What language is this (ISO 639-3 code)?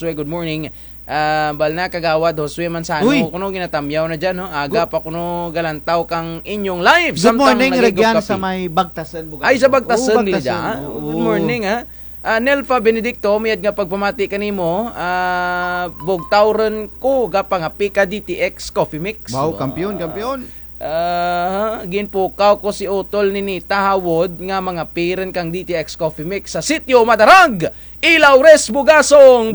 krj